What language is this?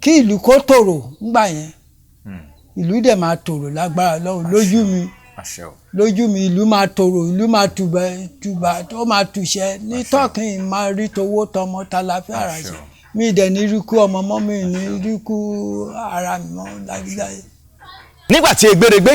Yoruba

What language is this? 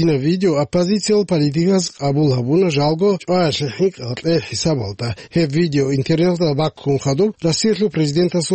Avaric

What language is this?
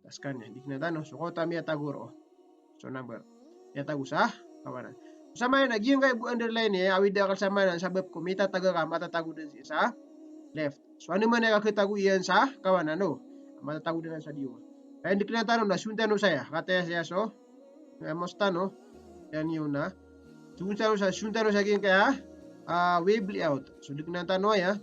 Maranao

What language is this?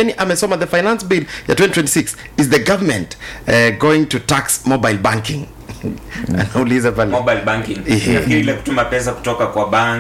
Swahili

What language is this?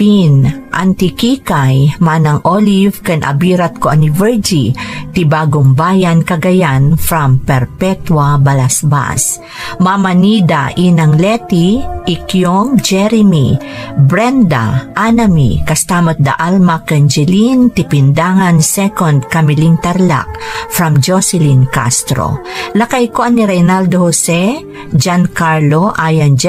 Iloko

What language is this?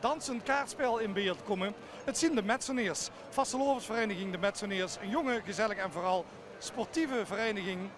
Limburgish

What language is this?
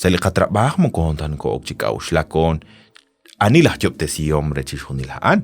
Kekchí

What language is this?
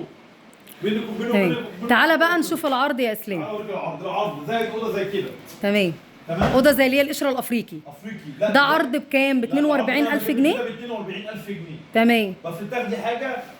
Egyptian Arabic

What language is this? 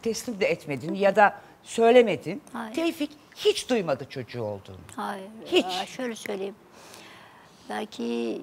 Turkish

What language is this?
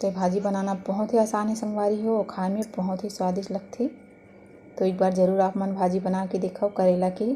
Chhattisgarhi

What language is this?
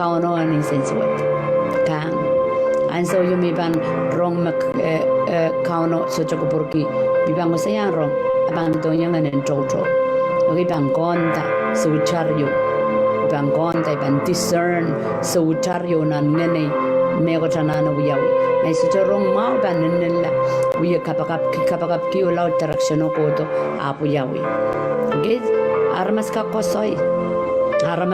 Pohnpeian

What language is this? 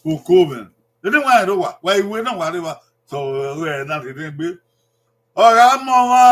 Bini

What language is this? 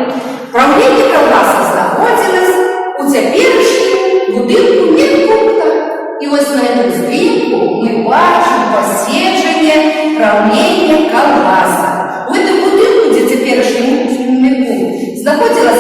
Belarusian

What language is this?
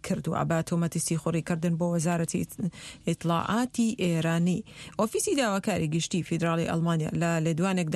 Central Kurdish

